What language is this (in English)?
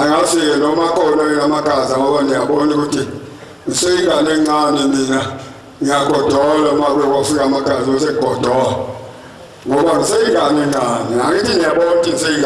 Zulu